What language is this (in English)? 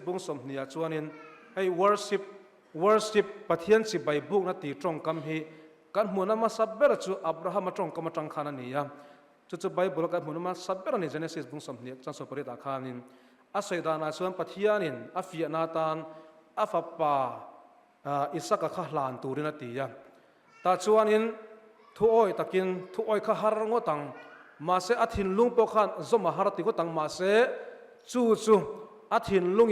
Mizo